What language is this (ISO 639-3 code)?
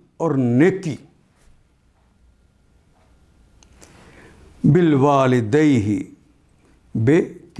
urd